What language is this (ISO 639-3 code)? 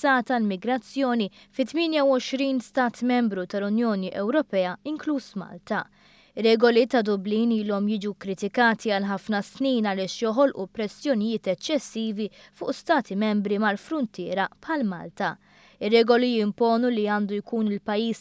mlt